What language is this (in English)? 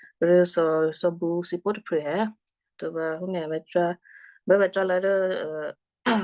Western Kayah